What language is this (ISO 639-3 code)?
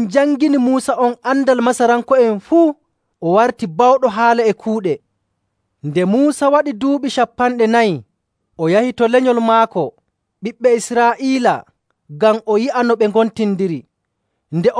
fuv